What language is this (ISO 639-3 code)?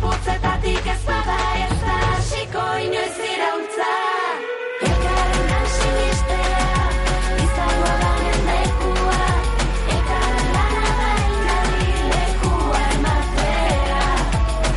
eus